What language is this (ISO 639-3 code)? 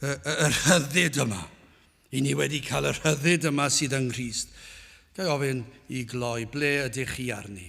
cym